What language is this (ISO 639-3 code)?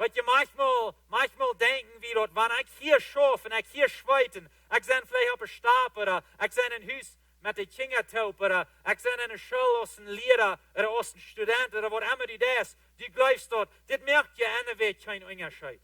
pdt